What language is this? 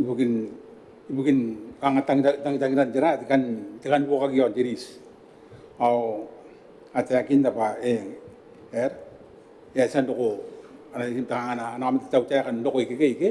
Gilbertese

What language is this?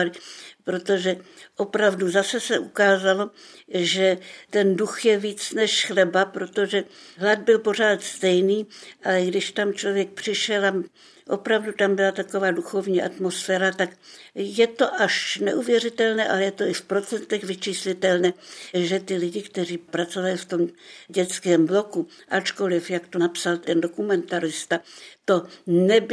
Czech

